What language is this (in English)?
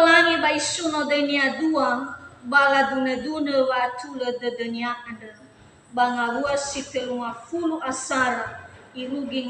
Nias